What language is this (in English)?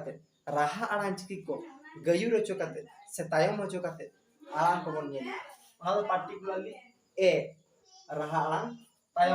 Santali